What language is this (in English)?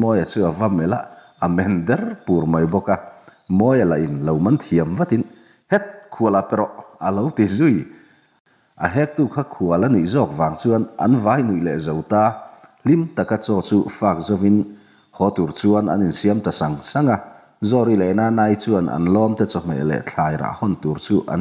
Mizo